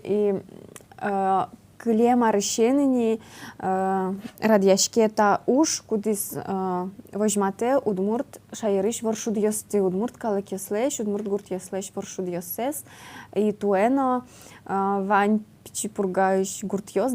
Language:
Udmurt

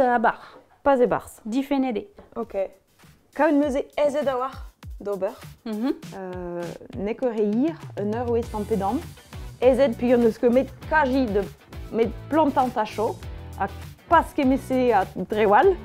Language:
Breton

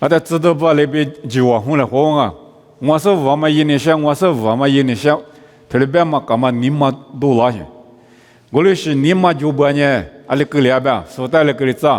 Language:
Lisu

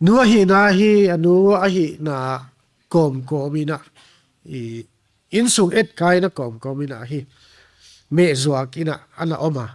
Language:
Paite Chin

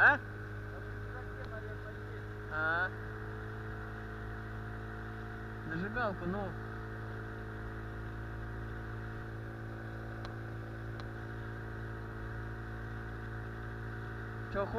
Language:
Russian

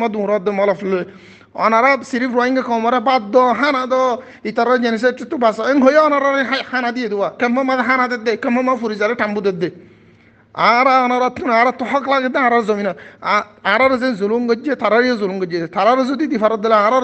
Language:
Rohingya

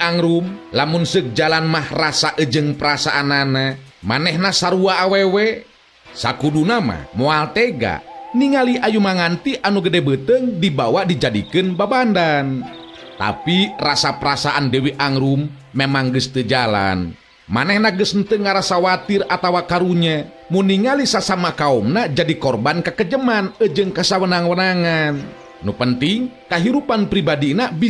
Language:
Sundanese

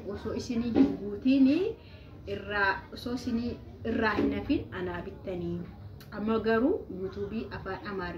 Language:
Oromo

